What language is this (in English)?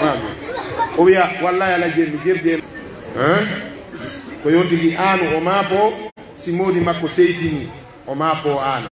Pular